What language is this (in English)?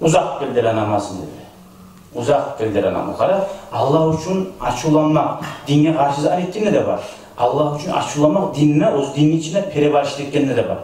Kumyk